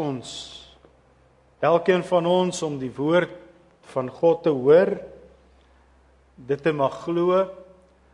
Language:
Afrikaans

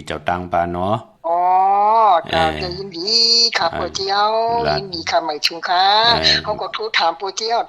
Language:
Shan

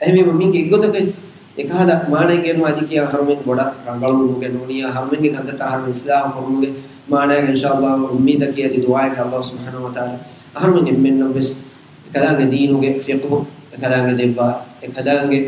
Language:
Divehi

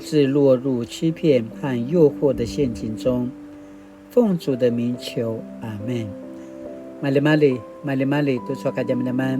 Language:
Paiwan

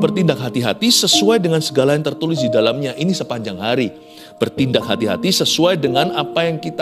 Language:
Indonesian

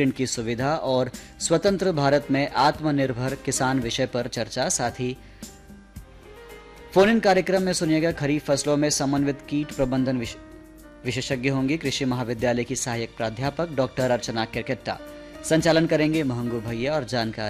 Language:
Hindi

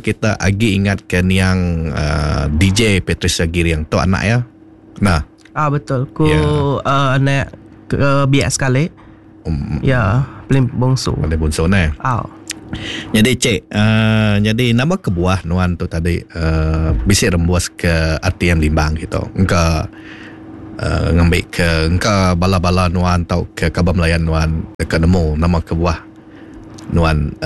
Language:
Iban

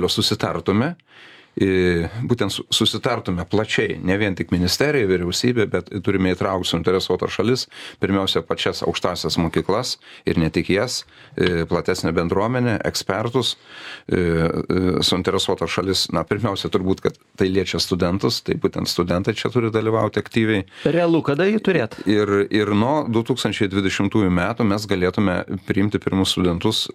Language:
Lithuanian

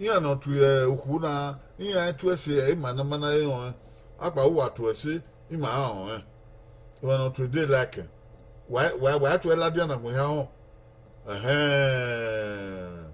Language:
Bini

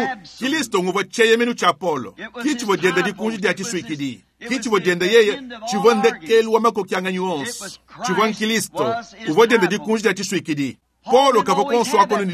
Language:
Luba-Lulua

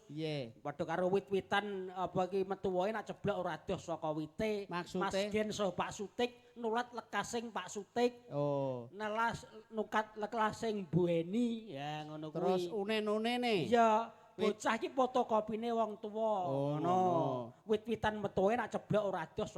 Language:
Javanese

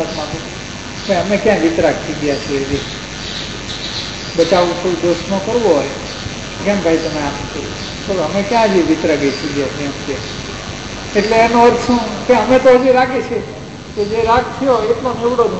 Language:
Gujarati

